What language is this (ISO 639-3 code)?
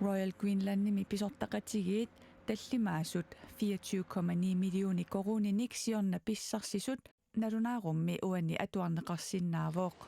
kal